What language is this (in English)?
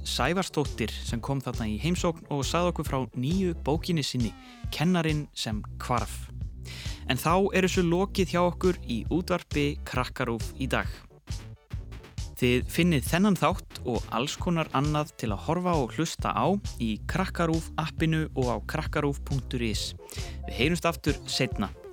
Icelandic